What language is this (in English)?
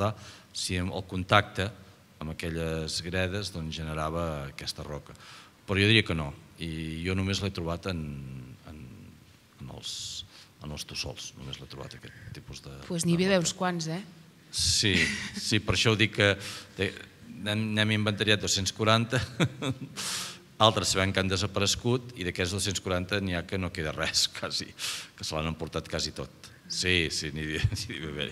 Catalan